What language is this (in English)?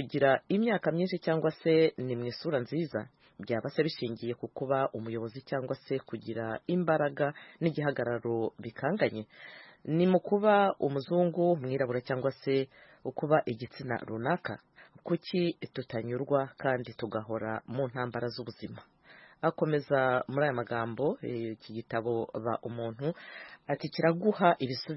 Kinyarwanda